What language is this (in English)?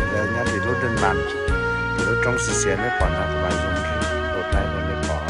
Hmong